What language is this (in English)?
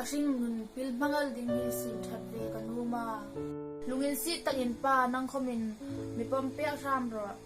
Hmar